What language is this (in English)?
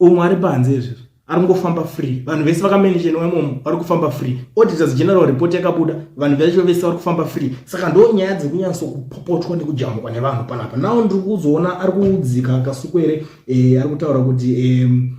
Shona